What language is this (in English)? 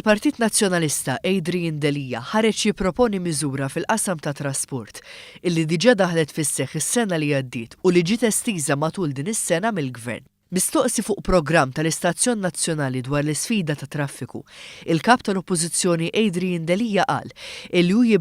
Maltese